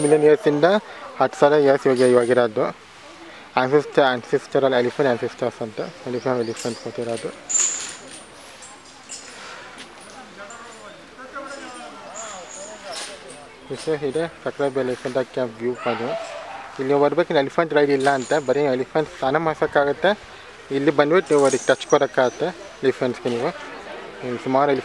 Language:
Kannada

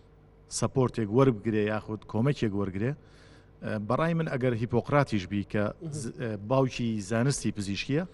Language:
Central Kurdish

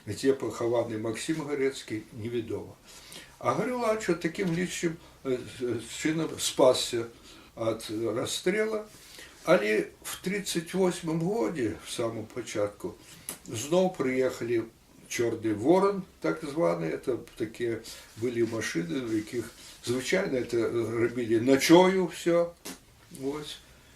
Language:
Belarusian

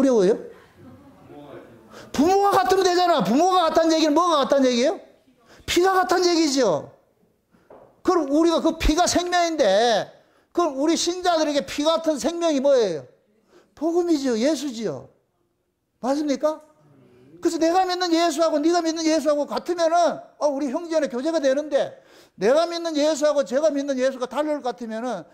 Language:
Korean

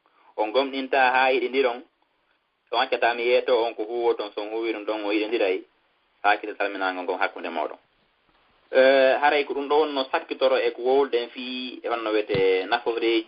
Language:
Fula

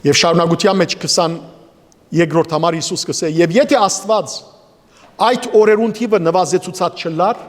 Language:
Western Armenian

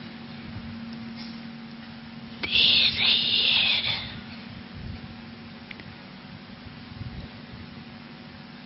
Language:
Hindi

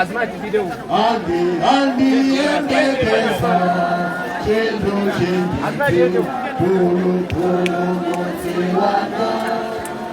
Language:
Nyanja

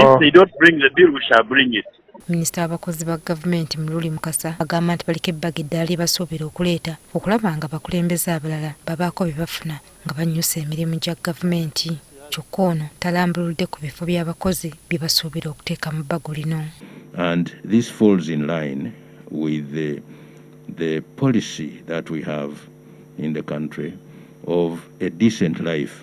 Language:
Ganda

